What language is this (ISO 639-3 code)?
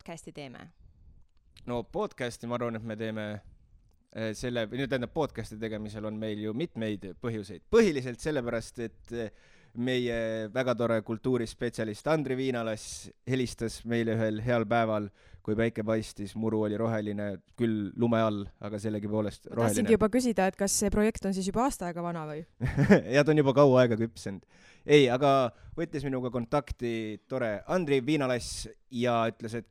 est